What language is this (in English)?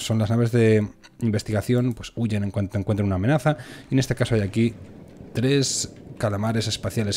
Spanish